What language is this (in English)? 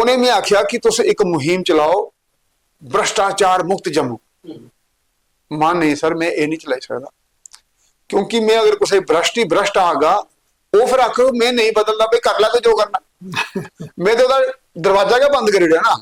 Dogri